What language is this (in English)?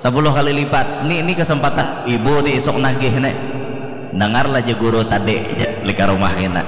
Banjar